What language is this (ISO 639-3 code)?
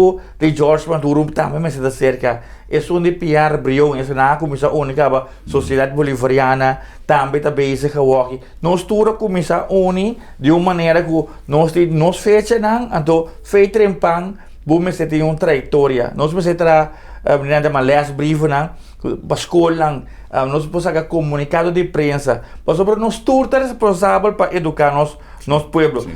pap